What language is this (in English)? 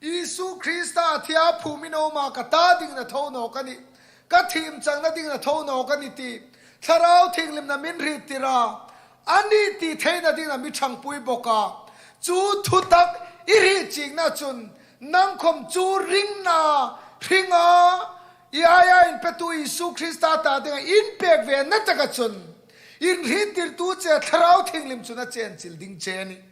Hmar